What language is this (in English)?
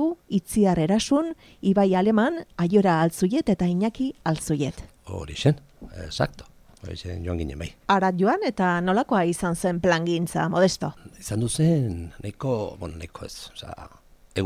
Basque